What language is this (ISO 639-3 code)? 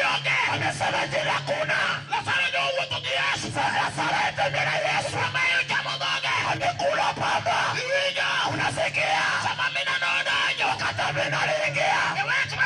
luo